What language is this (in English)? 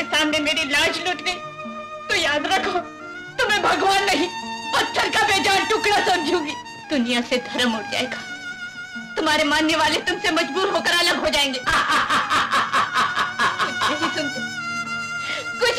Hindi